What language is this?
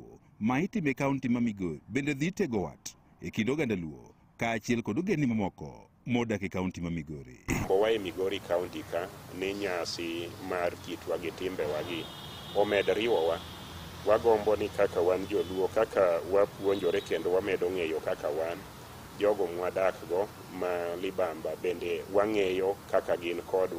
Luo (Kenya and Tanzania)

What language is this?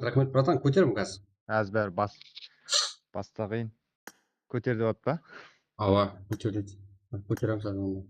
Kara-Kalpak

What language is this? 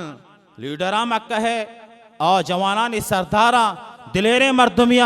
Baluchi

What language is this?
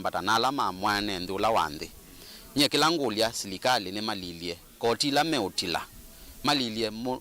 Kamba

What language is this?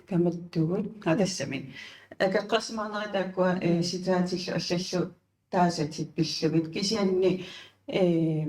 Kalaallisut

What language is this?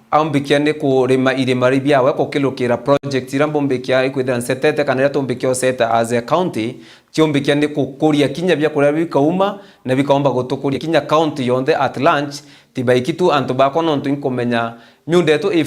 Meru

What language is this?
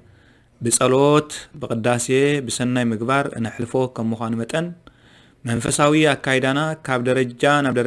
Tigrinya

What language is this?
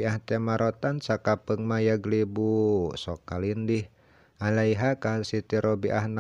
Sundanese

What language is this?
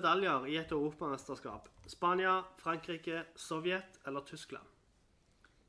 Norwegian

